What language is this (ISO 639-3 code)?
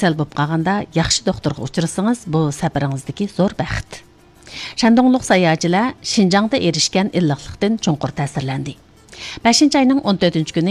uig